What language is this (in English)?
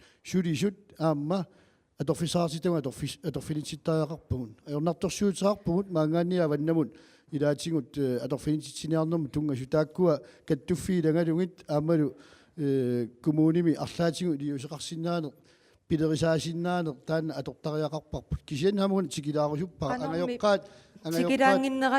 Kalaallisut